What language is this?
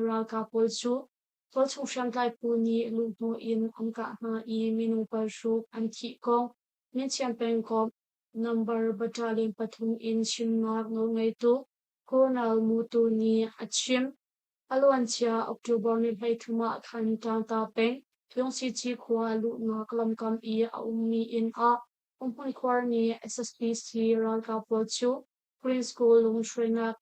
Hakha Chin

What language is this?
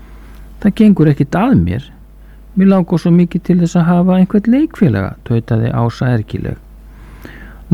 Icelandic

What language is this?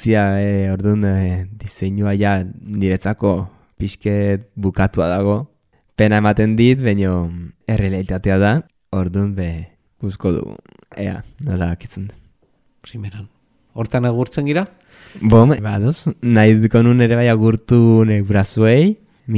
Basque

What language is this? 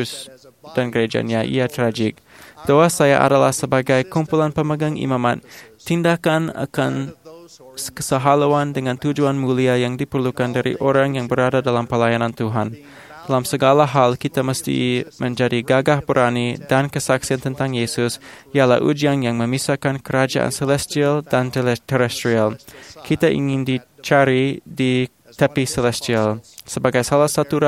Malay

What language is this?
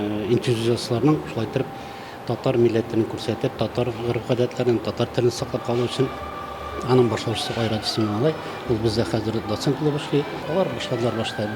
Tatar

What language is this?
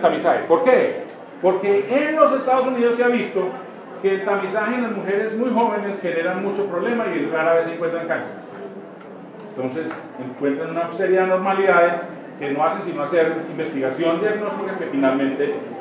Spanish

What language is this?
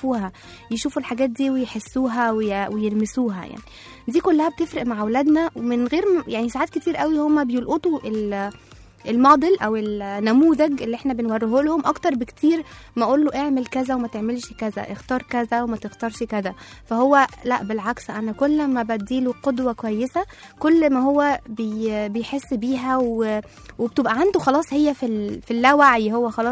Egyptian Arabic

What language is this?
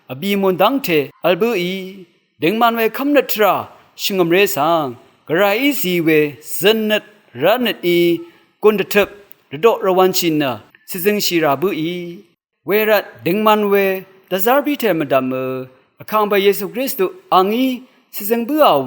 Rawang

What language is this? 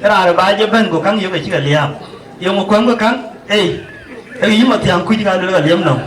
Dinka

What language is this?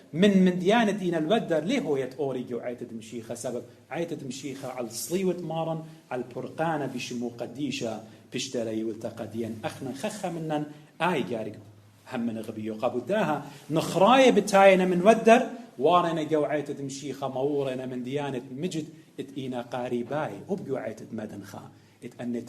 Assyrian Neo-Aramaic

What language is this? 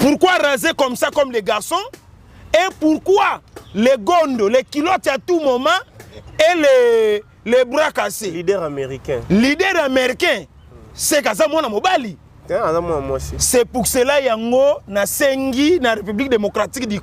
Lingala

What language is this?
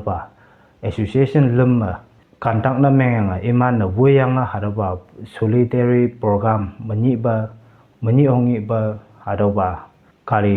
Konyak Naga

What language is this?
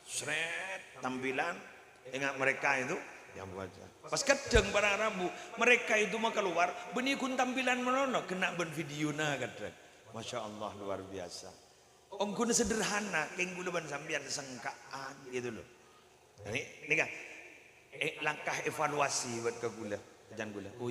Madurese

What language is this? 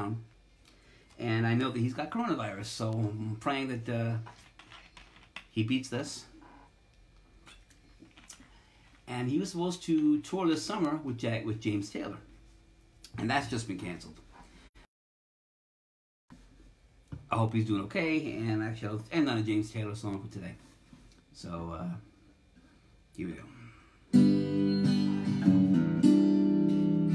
English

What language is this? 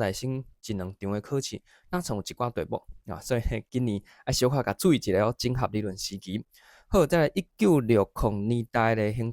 Min Nan Chinese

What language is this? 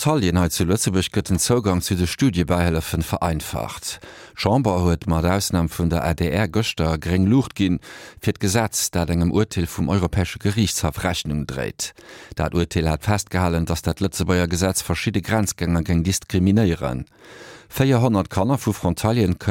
Luxembourgish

